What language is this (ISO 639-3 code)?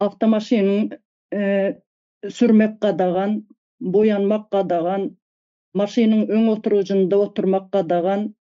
tuk